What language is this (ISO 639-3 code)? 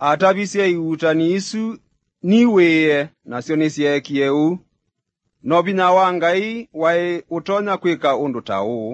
kam